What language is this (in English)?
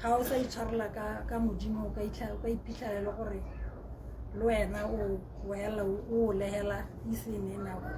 Tswana